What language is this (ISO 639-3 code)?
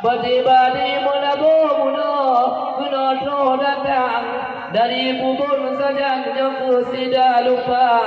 ace